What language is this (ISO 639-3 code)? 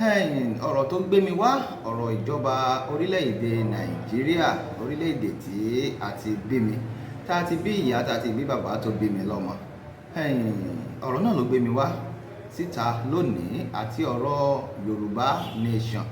yor